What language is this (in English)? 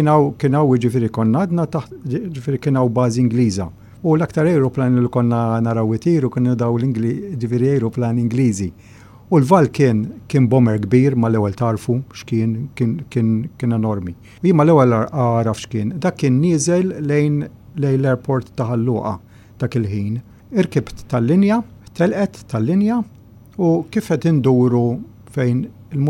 Maltese